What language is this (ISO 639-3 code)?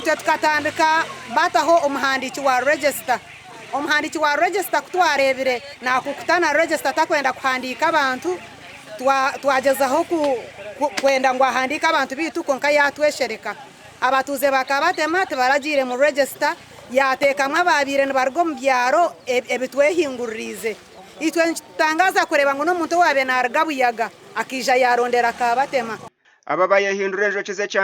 nyn